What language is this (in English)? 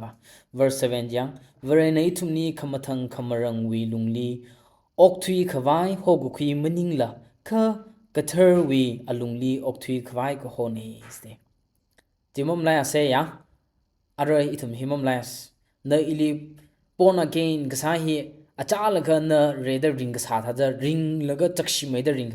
Tangkhul Naga (India)